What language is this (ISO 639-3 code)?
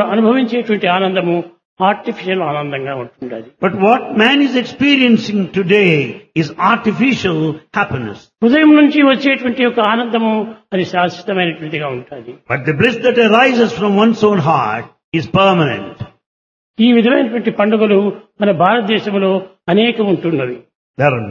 tel